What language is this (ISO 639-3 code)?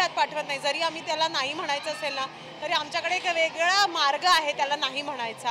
mar